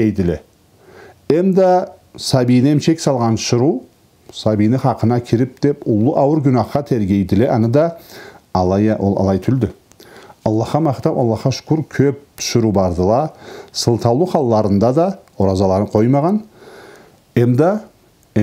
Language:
Karachay-Balkar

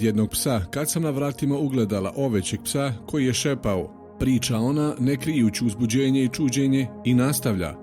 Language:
Bosnian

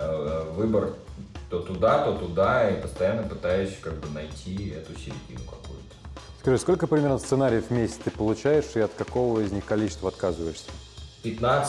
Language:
Russian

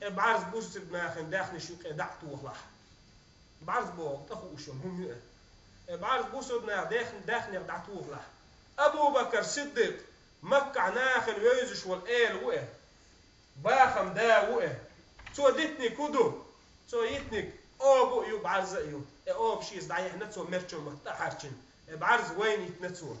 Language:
Chechen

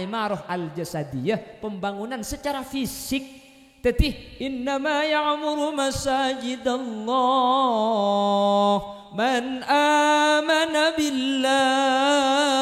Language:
Madurese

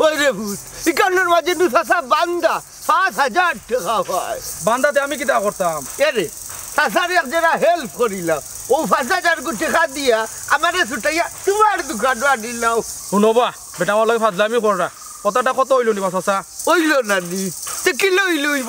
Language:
Sylheti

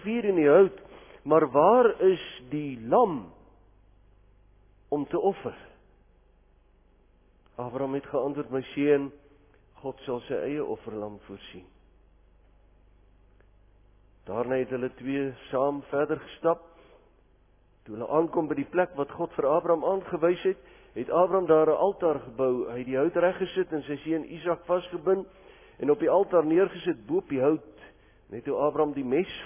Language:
Afrikaans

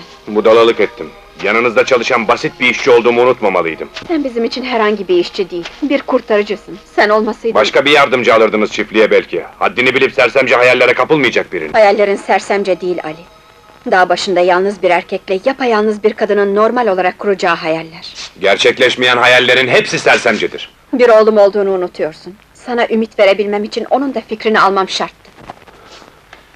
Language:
Turkish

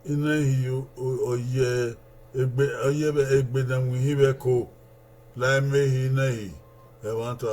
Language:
Bini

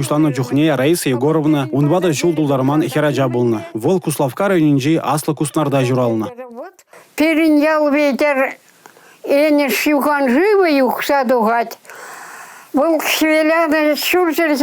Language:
Chuvash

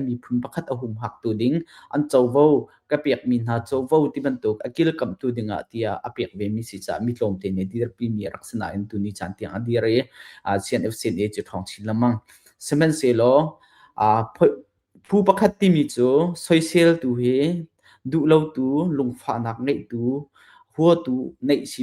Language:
Hakha Chin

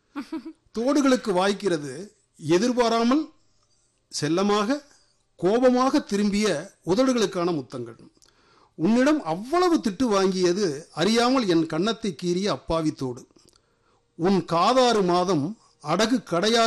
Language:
Tamil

